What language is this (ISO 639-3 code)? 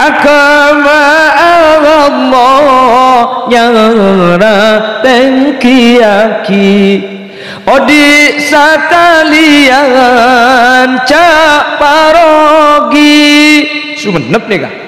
mad